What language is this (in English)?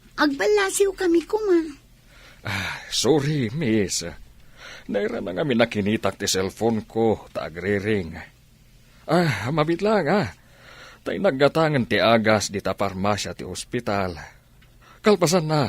Iloko